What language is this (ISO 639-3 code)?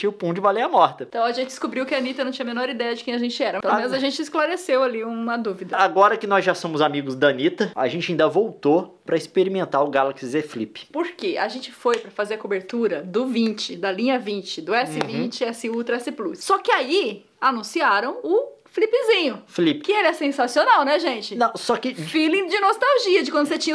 por